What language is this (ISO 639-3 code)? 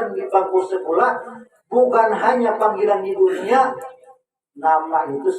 bjn